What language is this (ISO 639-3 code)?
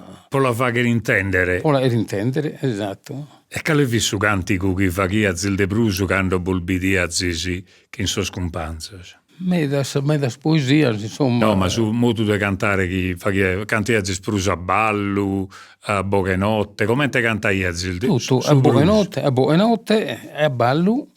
srd